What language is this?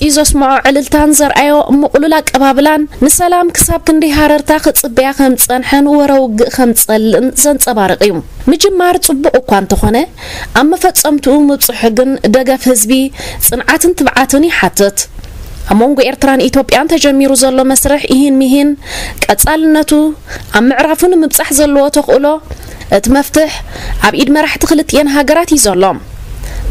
Tigrinya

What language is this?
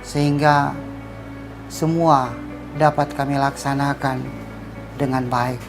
Manado Malay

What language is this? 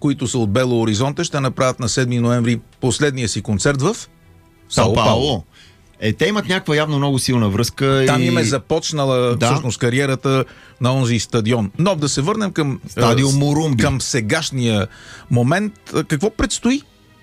Bulgarian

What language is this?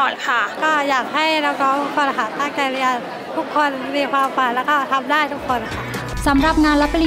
Thai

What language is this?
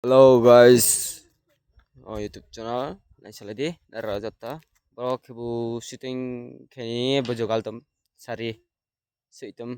Riang (India)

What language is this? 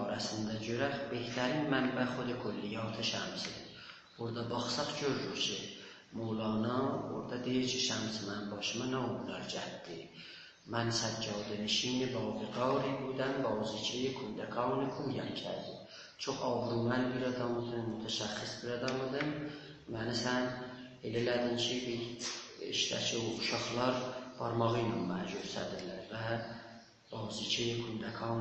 South Azerbaijani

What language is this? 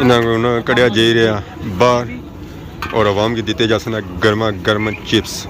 Pahari-Potwari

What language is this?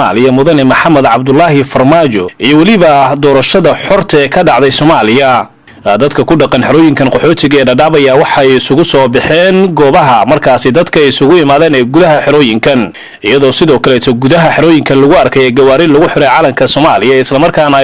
Somali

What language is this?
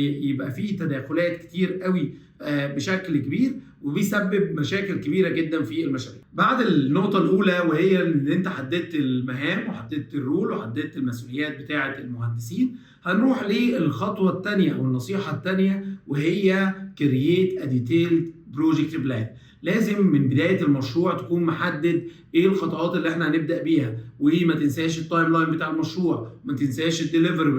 Egyptian Arabic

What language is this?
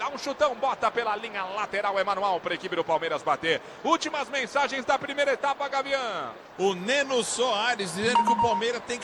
Portuguese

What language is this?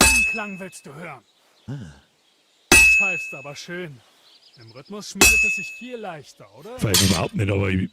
Bavarian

